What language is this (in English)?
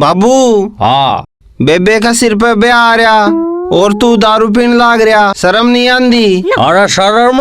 Haryanvi